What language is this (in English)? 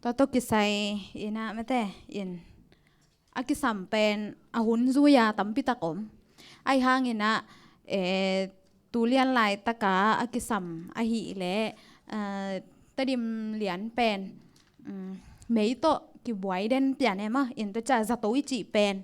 Tedim Chin